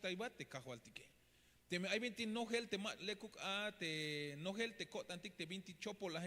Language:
Tzeltal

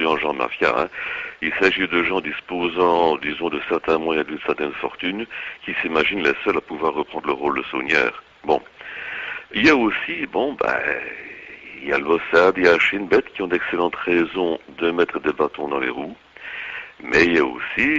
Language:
French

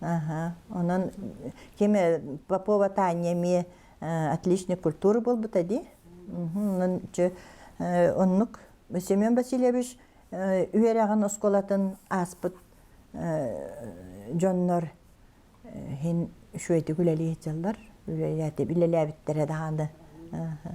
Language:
Yakut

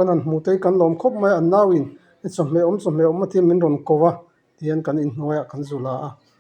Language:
Mizo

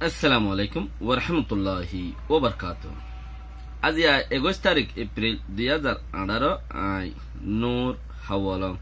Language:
Rohingya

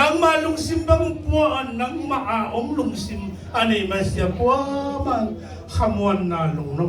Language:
Tedim Chin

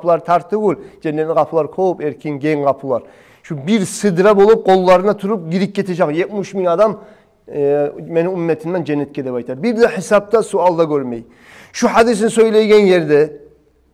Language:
Kumyk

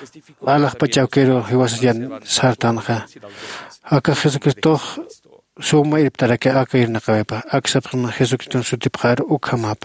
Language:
Aymara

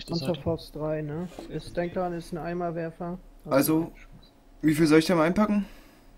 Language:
German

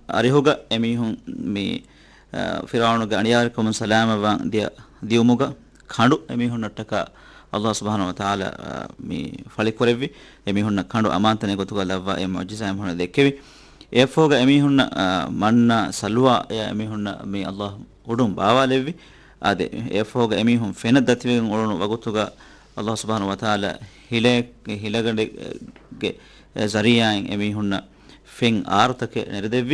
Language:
Divehi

